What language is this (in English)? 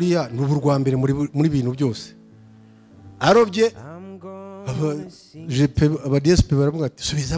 Kinyarwanda